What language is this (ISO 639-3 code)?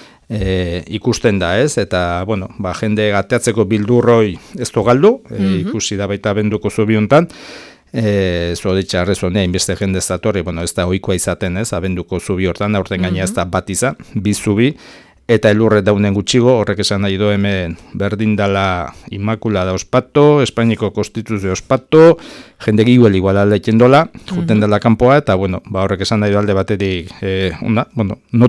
eus